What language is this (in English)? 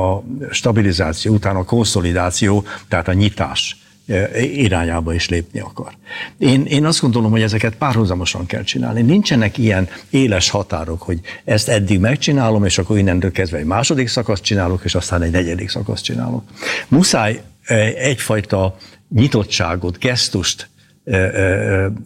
Hungarian